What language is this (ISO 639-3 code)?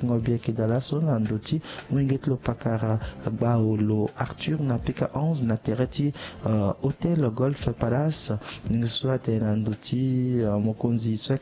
sag